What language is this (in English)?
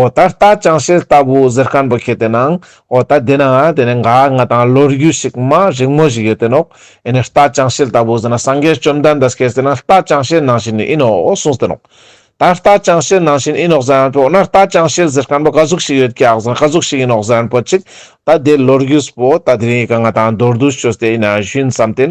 Ladakhi